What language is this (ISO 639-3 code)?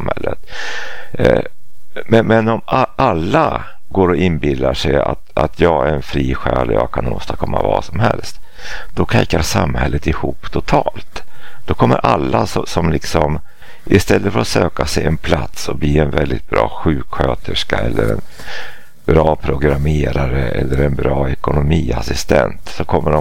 swe